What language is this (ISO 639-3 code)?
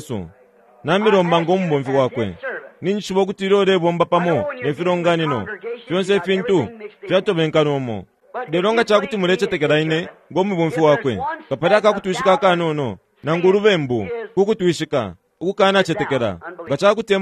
bem